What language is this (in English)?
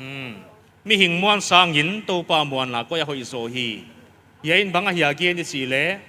Paite Chin